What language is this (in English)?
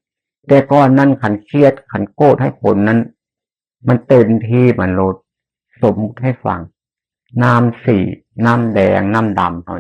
Northeastern Thai